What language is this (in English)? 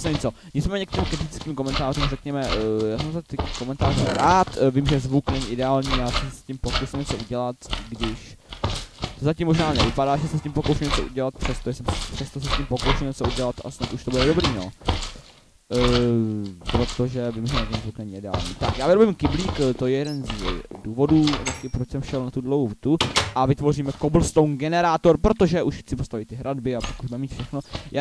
Czech